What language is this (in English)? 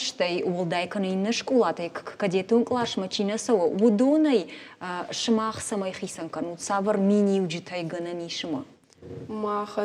Ossetic